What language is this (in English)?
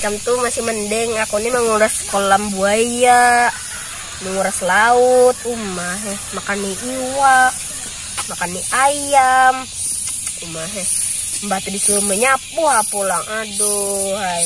Banjar